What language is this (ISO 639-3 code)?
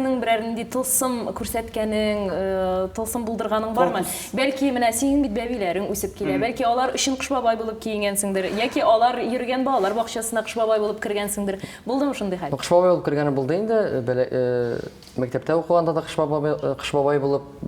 tat